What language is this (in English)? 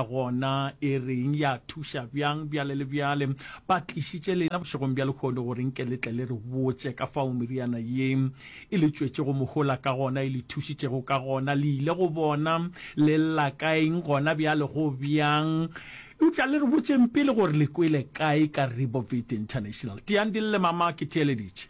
Northern Sotho